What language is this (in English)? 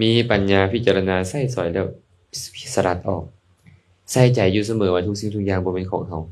Lao